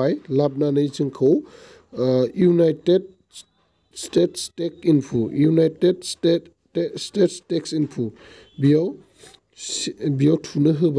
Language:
Bodo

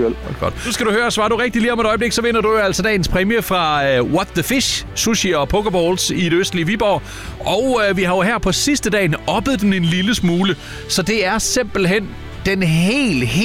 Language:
Danish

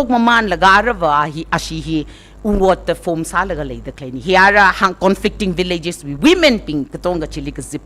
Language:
Tangkhul Naga (India)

